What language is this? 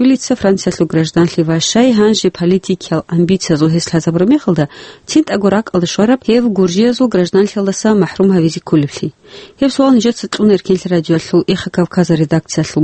Avaric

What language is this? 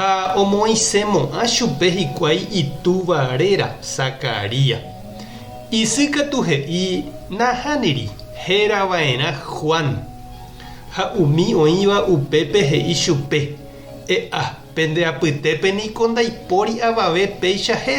Guarani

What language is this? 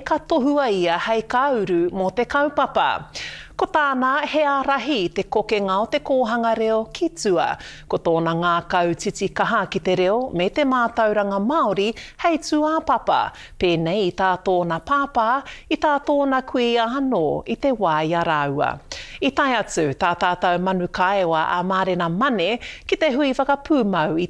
Māori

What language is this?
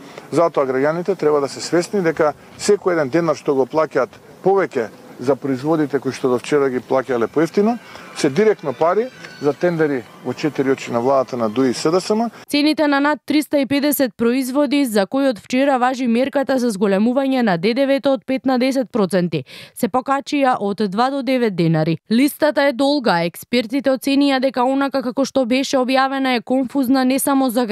Macedonian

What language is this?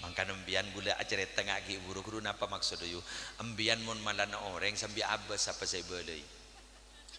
Madurese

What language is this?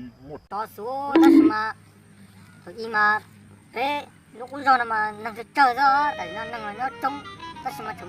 Hmong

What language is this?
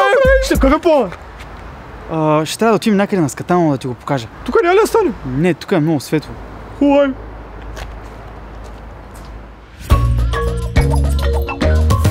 Bulgarian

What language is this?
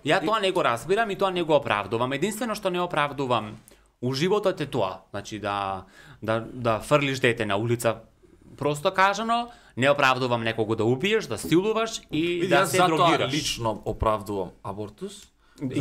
Macedonian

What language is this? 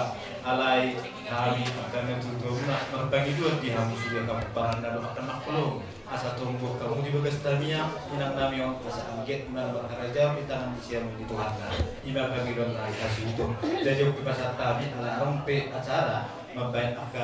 Batak Toba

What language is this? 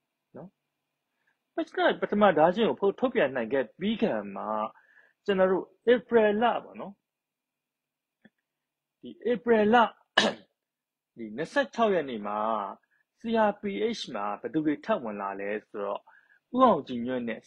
Burmese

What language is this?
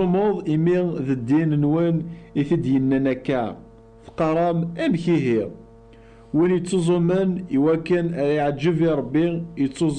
Kabyle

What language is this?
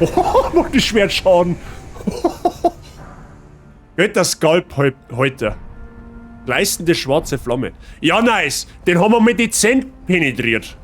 Bavarian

